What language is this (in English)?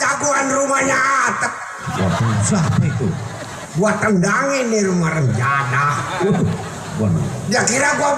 Betawi